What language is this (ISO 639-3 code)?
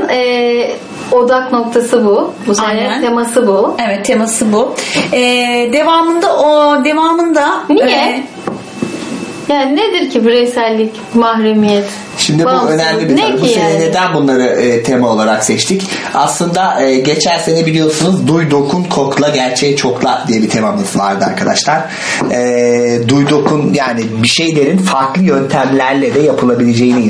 tur